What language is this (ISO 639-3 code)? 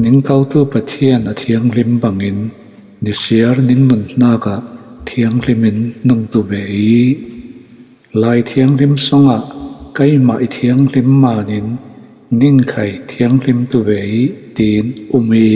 cfm